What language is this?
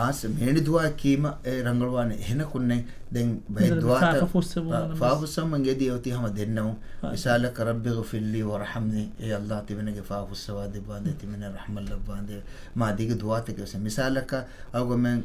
Divehi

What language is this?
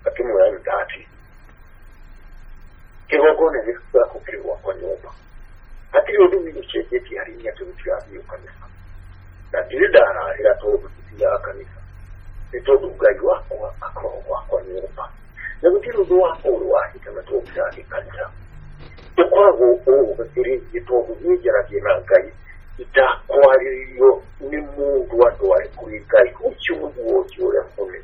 Kikuyu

